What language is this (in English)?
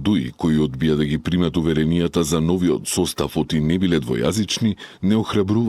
Macedonian